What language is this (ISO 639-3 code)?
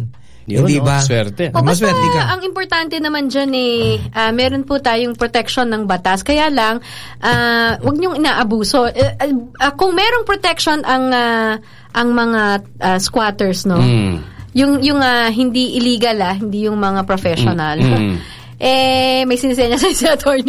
fil